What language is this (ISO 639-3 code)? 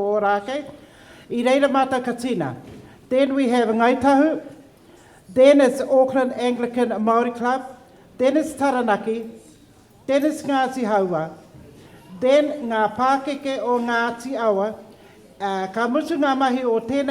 mri